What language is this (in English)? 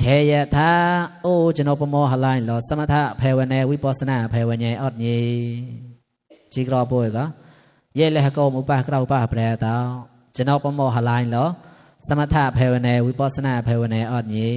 Mon